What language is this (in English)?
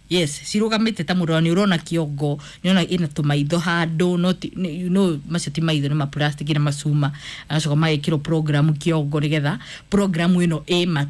Kikuyu